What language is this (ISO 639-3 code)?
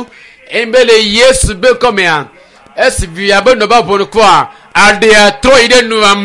ewe